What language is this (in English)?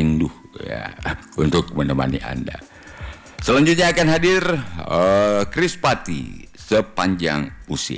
Indonesian